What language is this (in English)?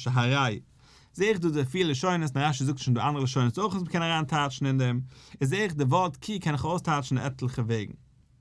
Yiddish